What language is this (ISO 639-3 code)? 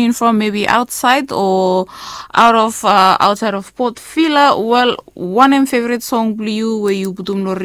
bis